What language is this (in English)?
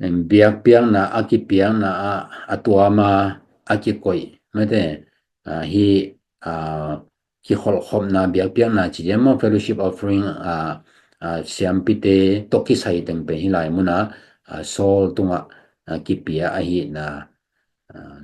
Tedim Chin